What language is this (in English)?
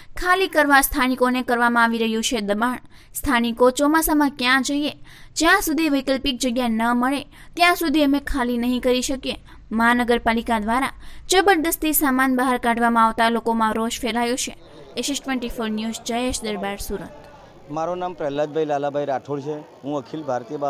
Gujarati